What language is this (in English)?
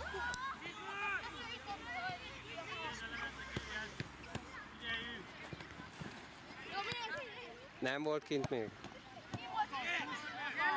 Hungarian